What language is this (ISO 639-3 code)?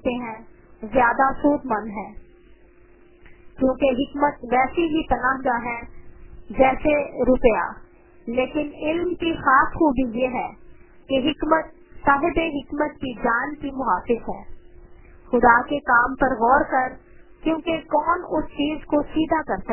urd